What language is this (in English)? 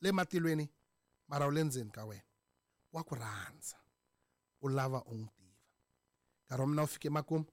Tsonga